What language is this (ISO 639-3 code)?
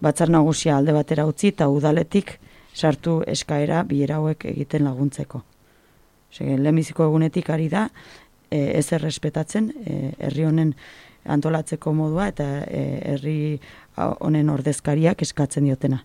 eus